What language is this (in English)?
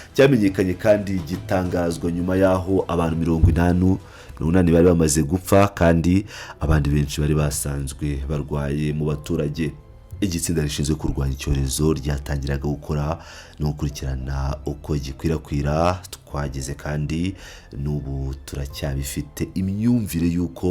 Kinyarwanda